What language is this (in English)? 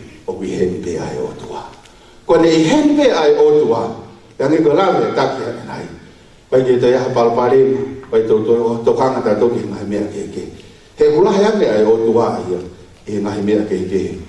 Tongan